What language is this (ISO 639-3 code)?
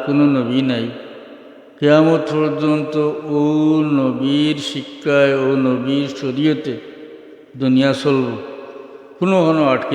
syl